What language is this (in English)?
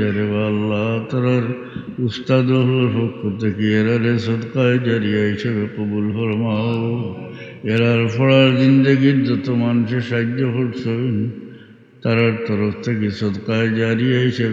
Sylheti